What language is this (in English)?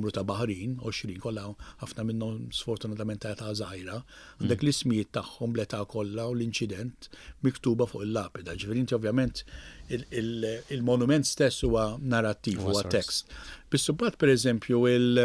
Maltese